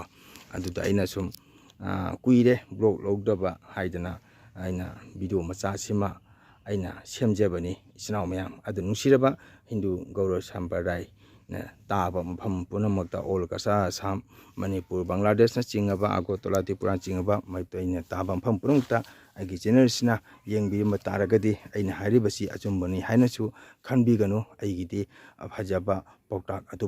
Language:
Manipuri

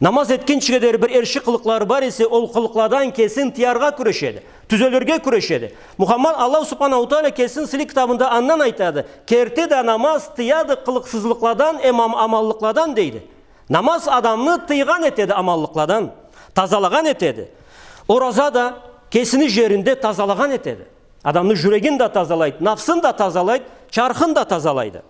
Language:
Karachay-Balkar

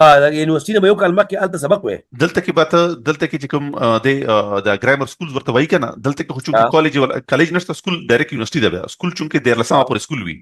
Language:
Pashto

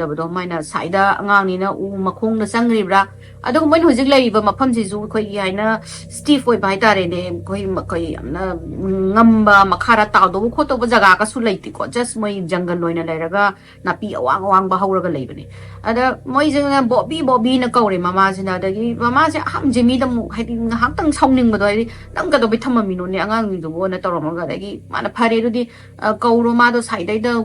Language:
Manipuri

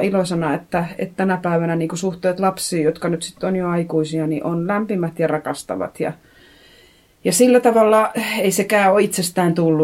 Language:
Finnish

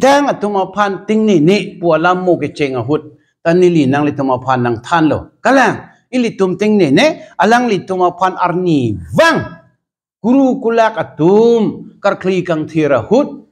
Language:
Karbi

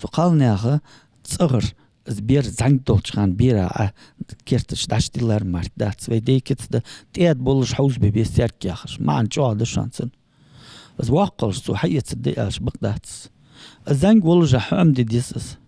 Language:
Ingush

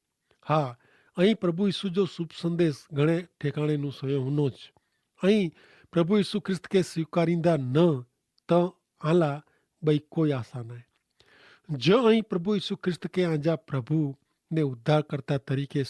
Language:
Kachhi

